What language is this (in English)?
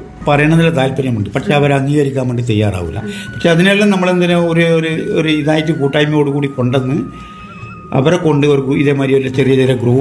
Malayalam